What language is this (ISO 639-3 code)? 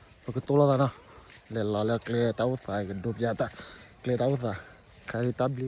ksw